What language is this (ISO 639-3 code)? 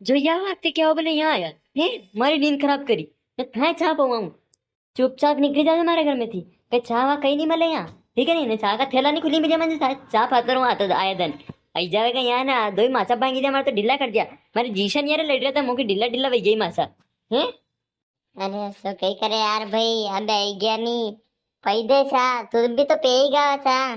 raj